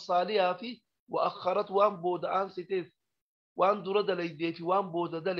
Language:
Oromo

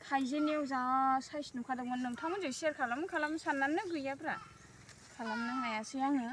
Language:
Bodo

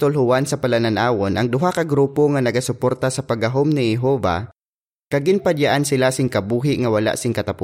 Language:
Hiligaynon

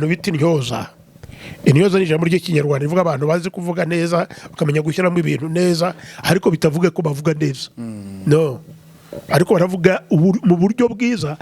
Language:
Kinyarwanda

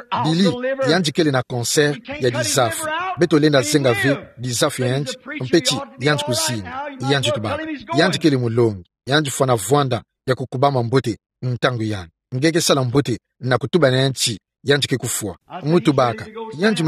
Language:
Kituba (Democratic Republic of Congo)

